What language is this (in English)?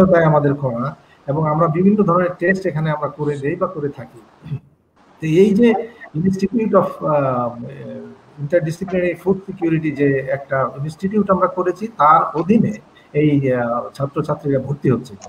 Bangla